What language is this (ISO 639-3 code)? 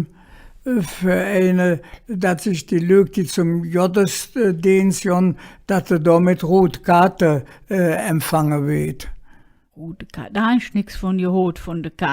ksh